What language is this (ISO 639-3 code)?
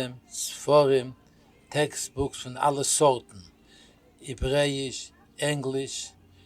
yid